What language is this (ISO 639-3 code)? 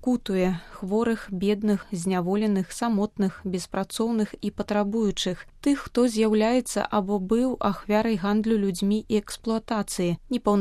bel